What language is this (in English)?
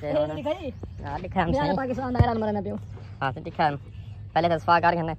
Saraiki